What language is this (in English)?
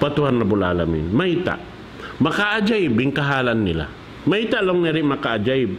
Tausug